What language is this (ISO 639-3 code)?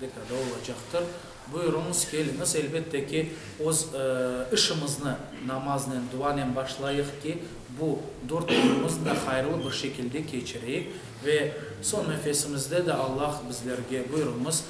crh